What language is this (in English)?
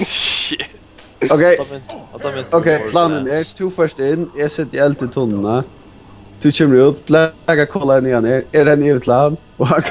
Faroese